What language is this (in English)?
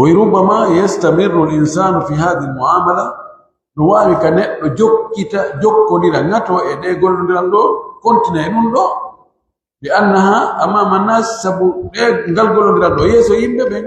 Pular